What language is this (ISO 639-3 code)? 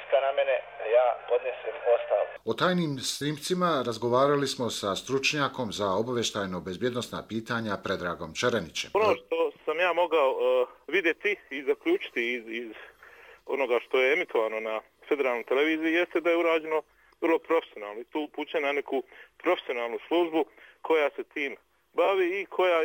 bos